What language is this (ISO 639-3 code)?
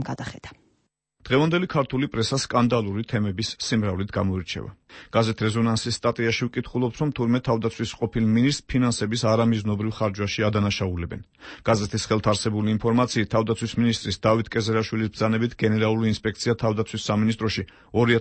kat